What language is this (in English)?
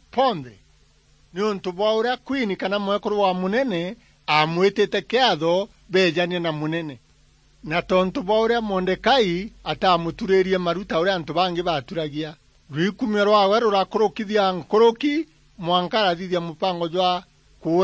Meru